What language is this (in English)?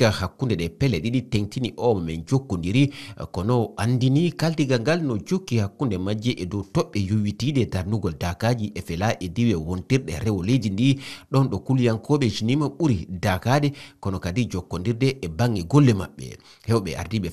Fula